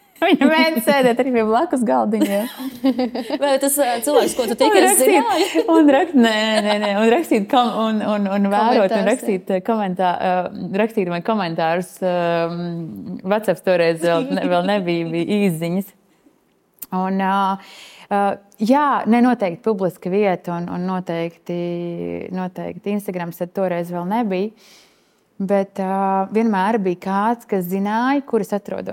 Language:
Latvian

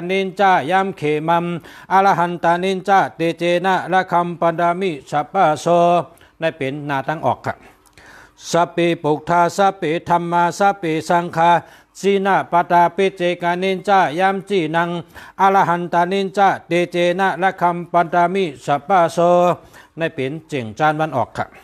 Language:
Shan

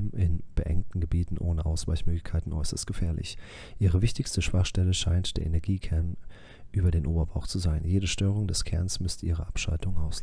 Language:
German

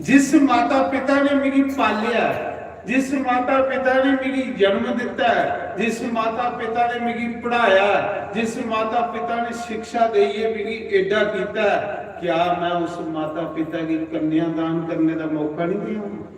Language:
Dogri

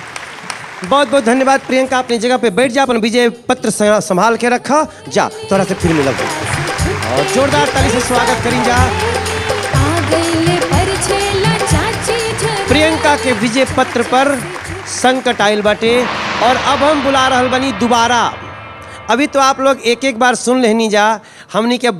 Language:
Bhojpuri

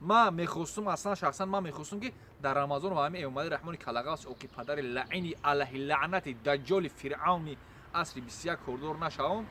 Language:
Tajik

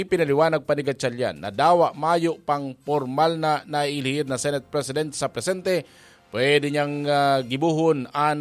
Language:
Bikol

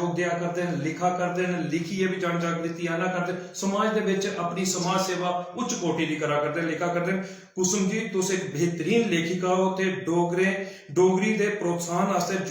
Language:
Dogri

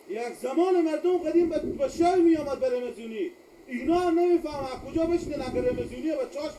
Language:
Persian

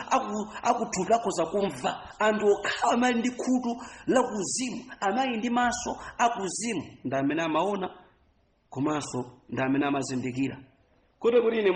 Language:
Nyanja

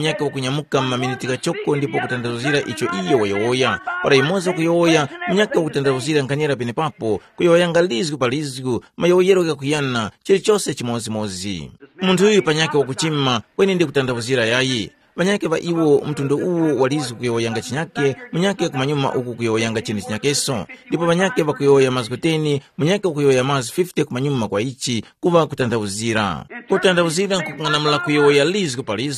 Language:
Tumbuka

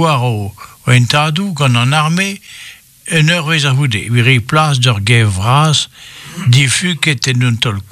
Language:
Breton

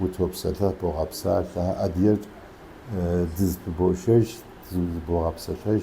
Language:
Kabardian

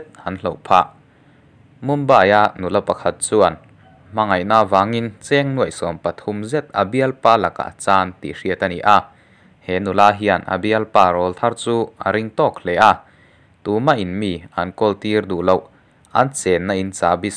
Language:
Mizo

